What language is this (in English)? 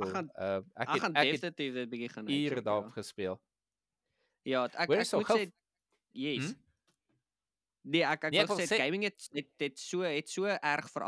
Afrikaans